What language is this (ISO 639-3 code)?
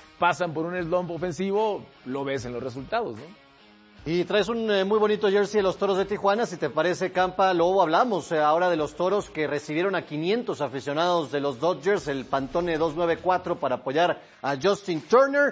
spa